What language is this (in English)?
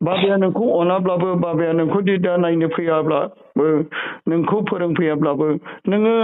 Bodo